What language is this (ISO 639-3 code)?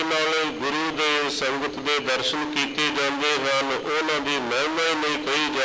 pan